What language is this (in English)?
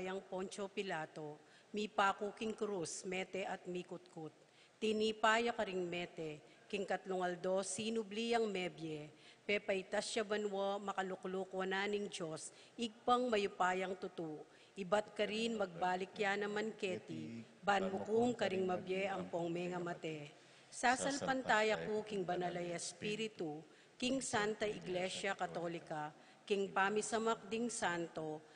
Pampanga